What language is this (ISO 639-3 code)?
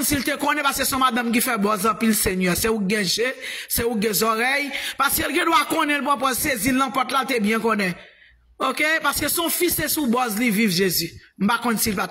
hat